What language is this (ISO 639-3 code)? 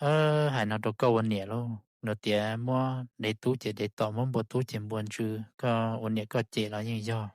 hmn